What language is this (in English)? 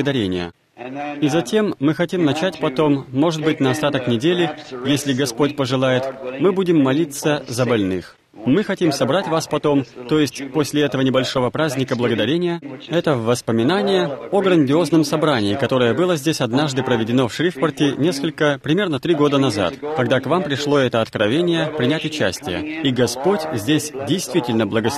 Russian